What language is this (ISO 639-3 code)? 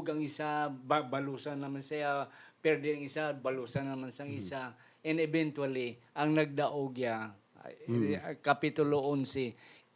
hil